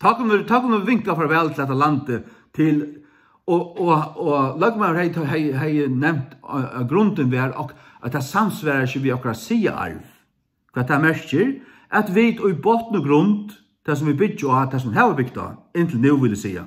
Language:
Faroese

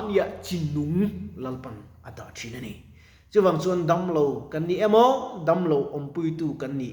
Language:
Mizo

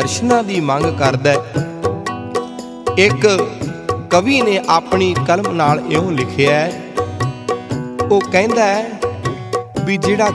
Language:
Punjabi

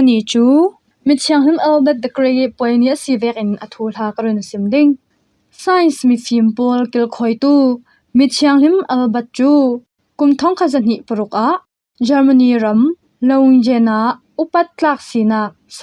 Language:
Falam Chin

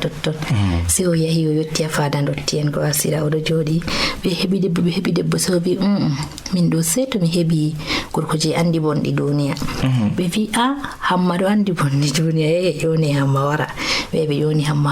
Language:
Fula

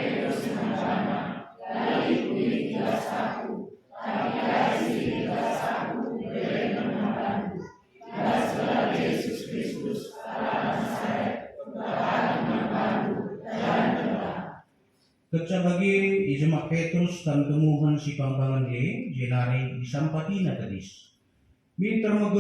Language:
Batak Karo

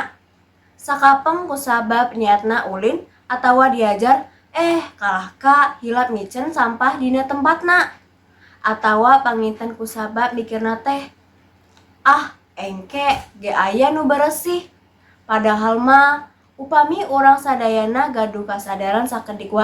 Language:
Sundanese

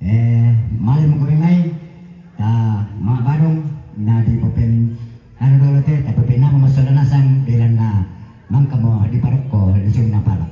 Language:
Toraja-Sa'dan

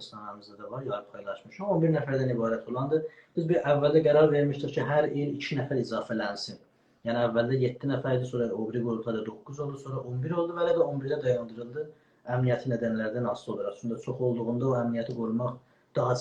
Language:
South Azerbaijani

